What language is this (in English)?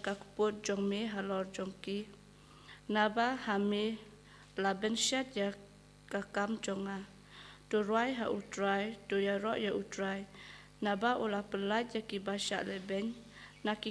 Khasi